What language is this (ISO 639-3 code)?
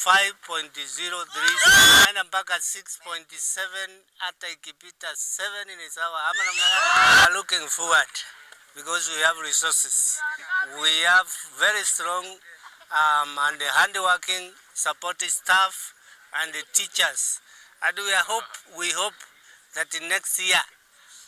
mer